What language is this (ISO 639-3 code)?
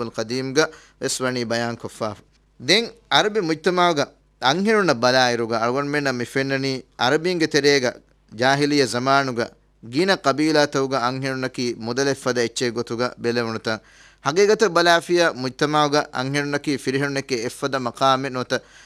div